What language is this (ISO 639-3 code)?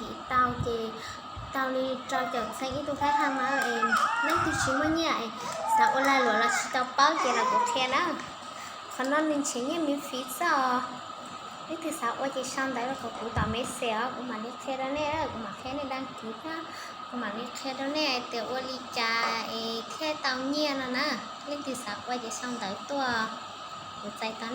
hmn